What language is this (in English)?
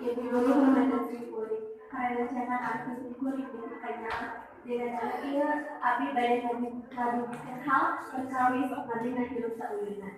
Sundanese